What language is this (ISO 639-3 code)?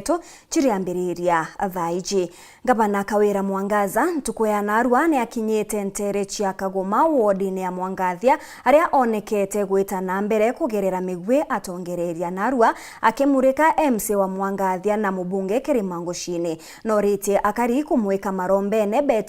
mer